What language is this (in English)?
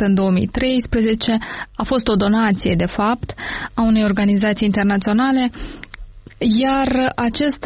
Romanian